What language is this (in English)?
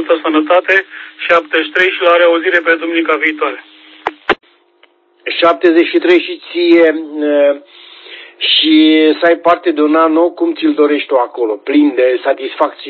Romanian